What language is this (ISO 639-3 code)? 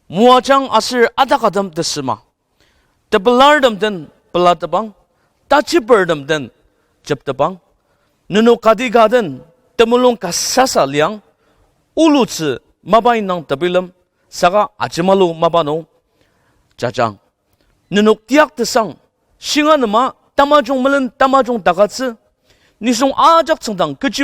njo